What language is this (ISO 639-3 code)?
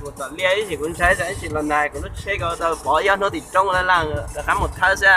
hmn